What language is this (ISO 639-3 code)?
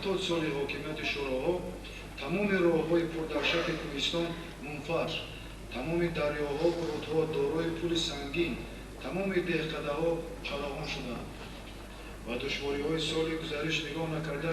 tgk